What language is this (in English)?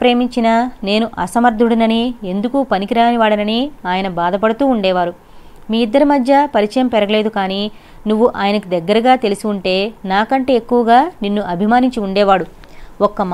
Telugu